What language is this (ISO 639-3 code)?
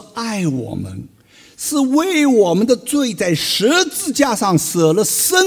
zho